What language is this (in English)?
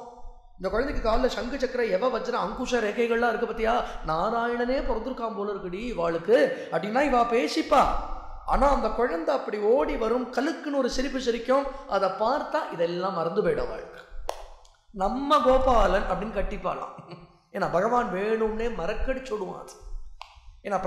Tamil